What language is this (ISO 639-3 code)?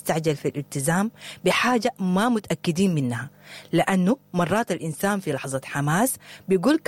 apd